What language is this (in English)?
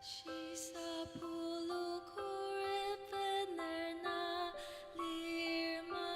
Ao Naga